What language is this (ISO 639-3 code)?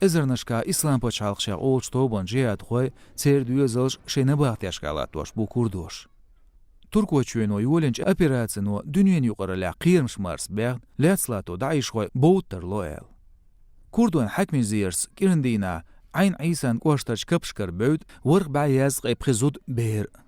che